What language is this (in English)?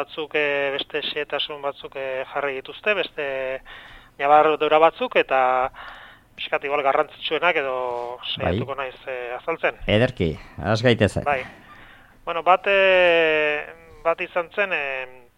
Basque